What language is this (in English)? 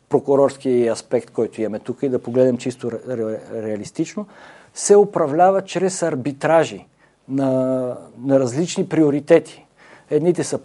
Bulgarian